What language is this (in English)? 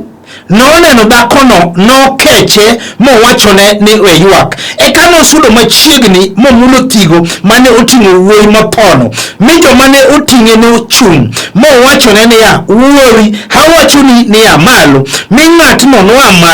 Luo (Kenya and Tanzania)